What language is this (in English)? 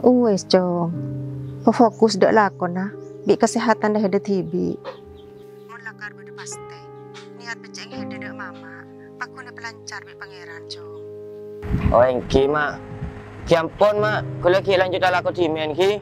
Madurese